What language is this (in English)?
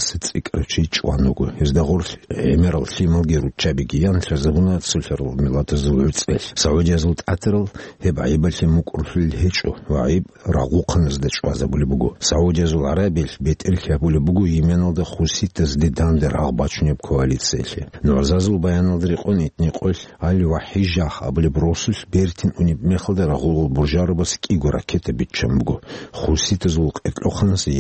Avaric